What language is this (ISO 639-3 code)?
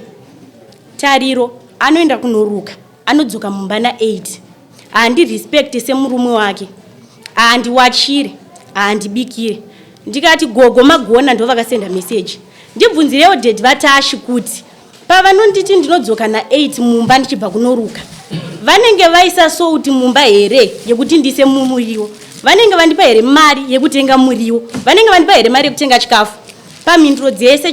sna